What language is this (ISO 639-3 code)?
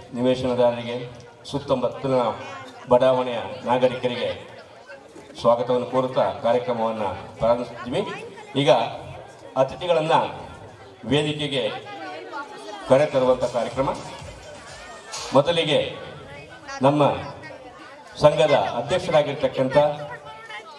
kan